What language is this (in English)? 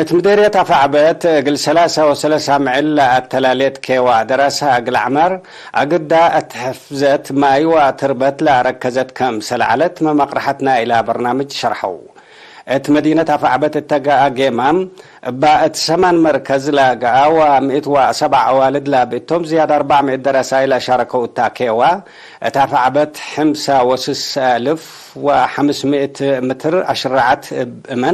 Tigre